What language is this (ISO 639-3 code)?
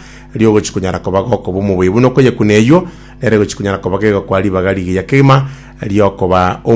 guz